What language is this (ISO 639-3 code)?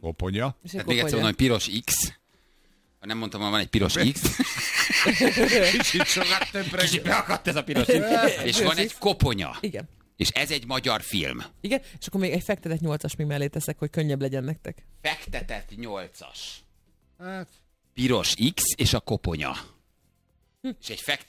hun